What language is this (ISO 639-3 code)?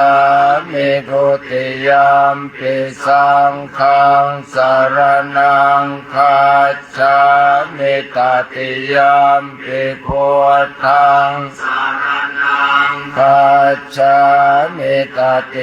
pli